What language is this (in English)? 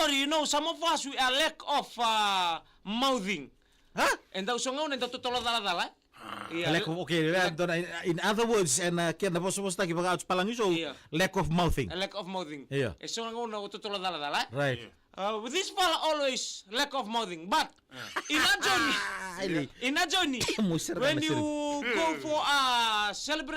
Fijian